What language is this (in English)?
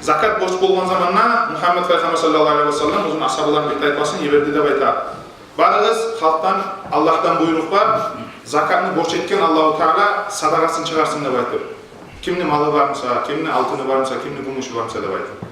Kumyk